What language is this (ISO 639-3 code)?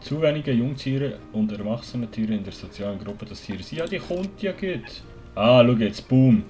gsw